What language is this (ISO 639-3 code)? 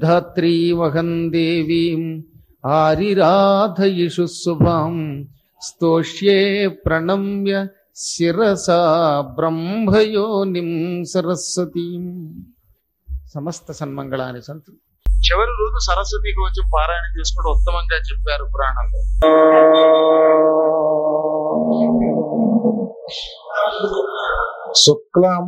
tel